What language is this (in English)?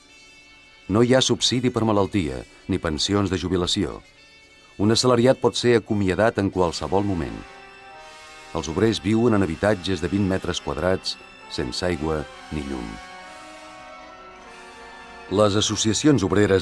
Catalan